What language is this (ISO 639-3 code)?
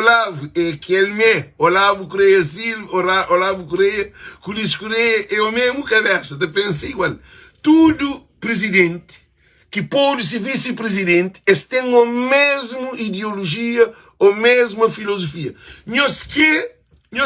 kea